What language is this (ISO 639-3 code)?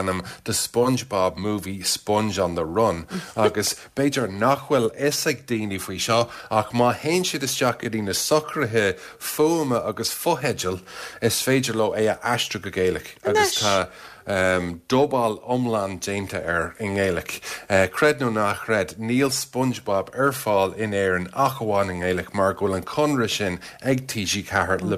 gle